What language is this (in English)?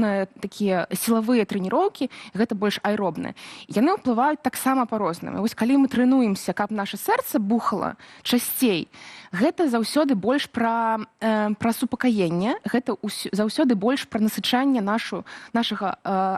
Belarusian